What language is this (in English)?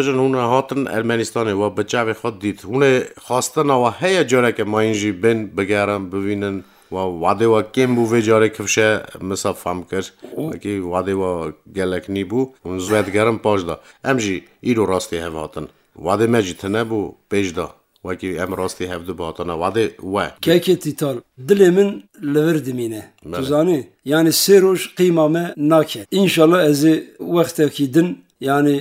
Kurdish